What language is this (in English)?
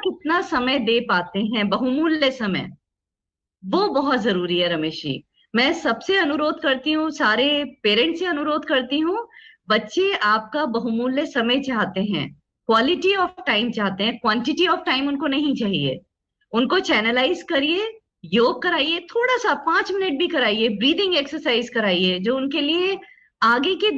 Hindi